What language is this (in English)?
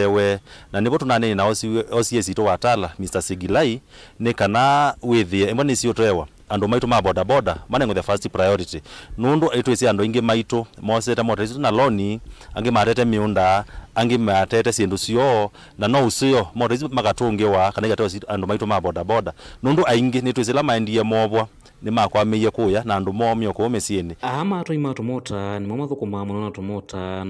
Kamba